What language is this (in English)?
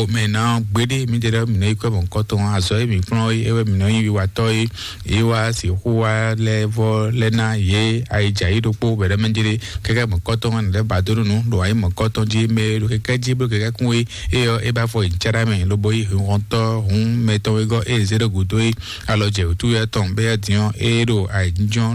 Fon